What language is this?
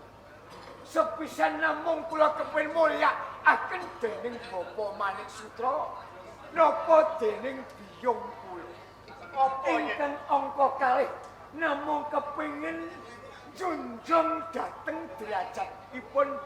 Javanese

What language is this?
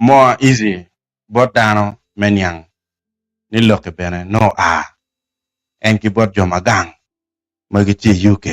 Acoli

